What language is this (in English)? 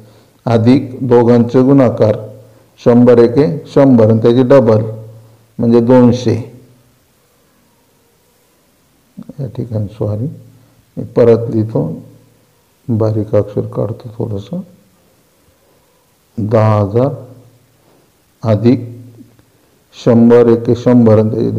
Marathi